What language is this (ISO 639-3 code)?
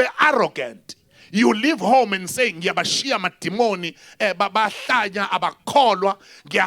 zul